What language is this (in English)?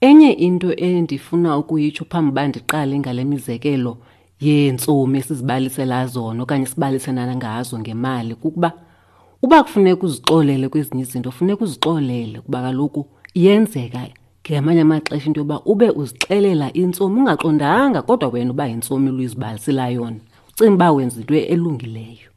Xhosa